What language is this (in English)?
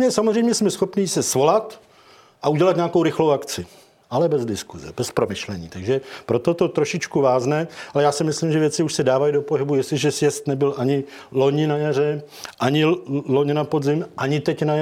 Czech